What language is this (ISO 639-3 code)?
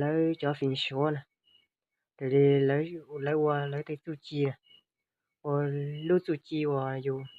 hmn